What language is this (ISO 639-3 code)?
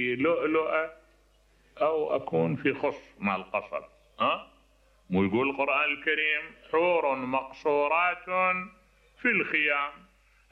acm